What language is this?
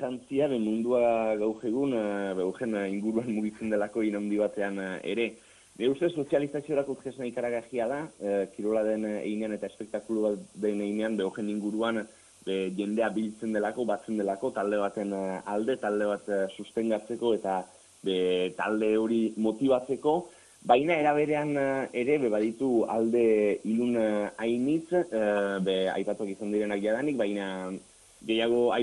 Basque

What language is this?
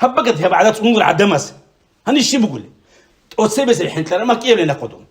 Avaric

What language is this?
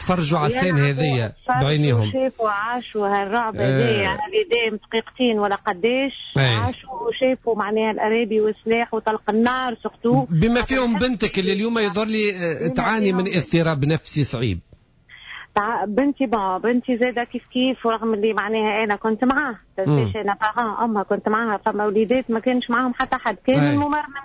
Tunisian Arabic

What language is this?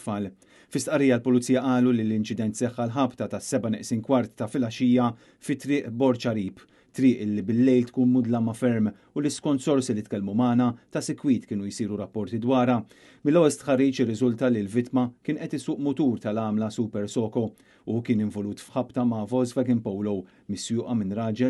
Maltese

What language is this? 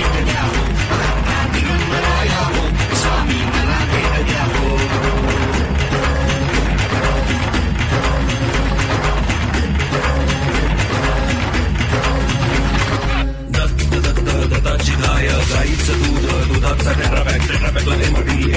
Marathi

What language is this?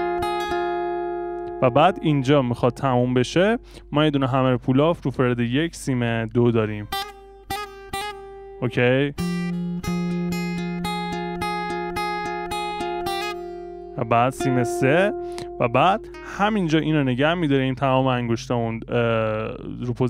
Persian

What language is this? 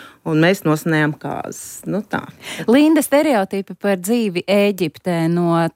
Latvian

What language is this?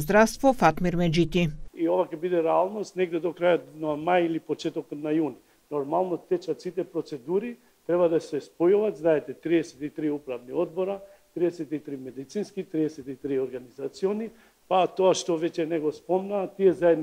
Macedonian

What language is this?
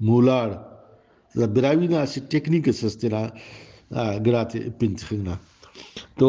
Brahui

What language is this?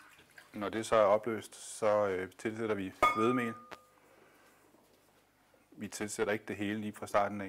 Danish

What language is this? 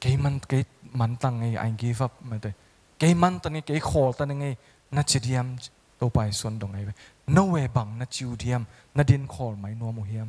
Tedim Chin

